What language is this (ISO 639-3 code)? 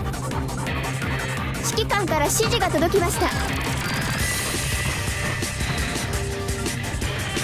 jpn